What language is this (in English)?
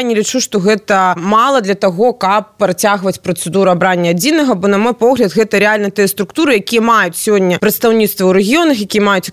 Belarusian